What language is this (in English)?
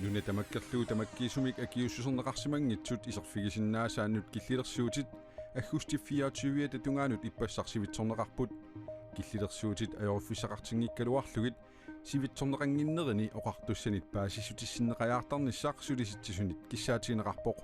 Kalaallisut